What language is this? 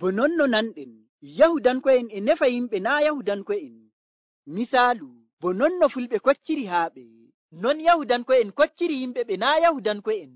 Nigerian Fulfulde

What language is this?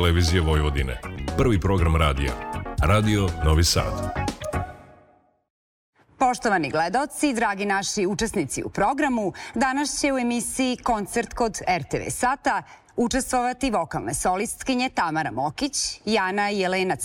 Serbian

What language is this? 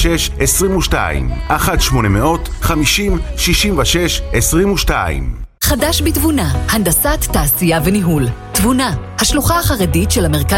Hebrew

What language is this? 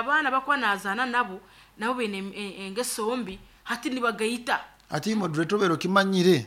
Nyoro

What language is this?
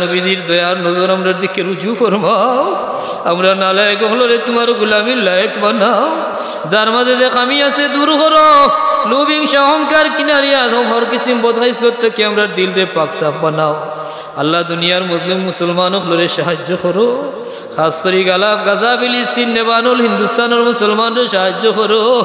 Sylheti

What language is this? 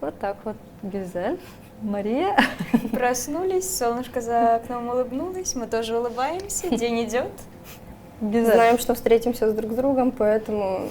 Gagauz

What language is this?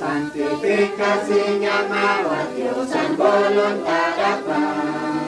Aymara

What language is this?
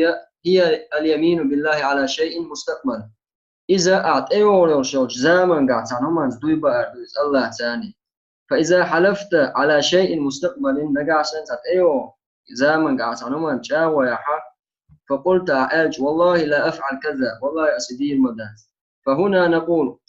Chechen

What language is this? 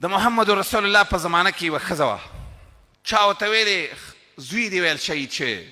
Pashto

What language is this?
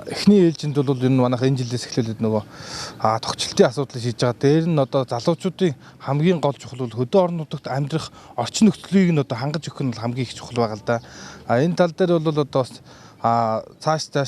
Mongolian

